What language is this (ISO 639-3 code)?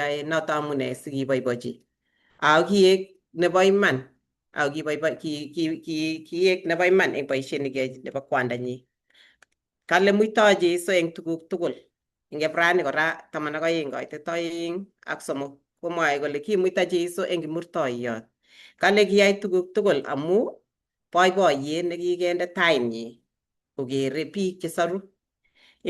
kln